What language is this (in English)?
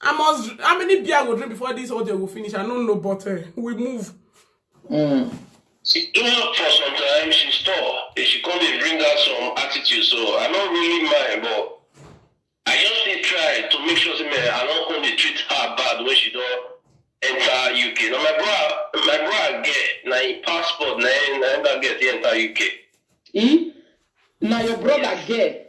Nigerian Pidgin